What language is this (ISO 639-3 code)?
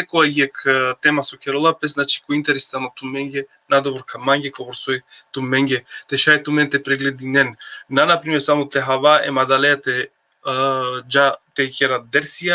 rmn